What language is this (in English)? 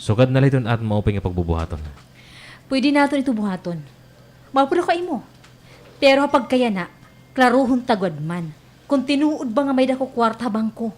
Waray